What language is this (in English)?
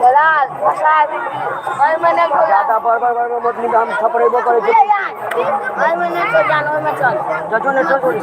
Maithili